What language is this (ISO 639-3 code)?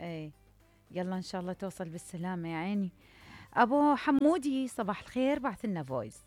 acm